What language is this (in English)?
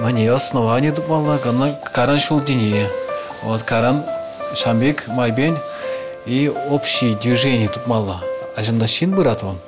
Chuvash